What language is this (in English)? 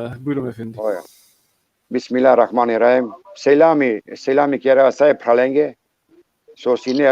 Balkan Romani